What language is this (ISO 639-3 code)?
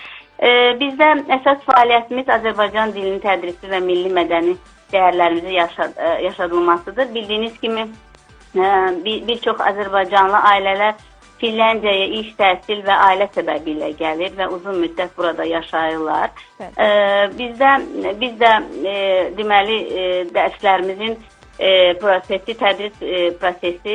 aze